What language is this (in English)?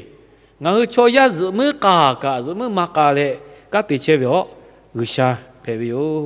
Lahu